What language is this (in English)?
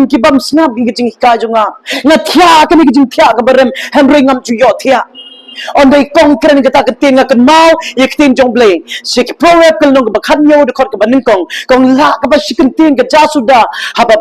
Khasi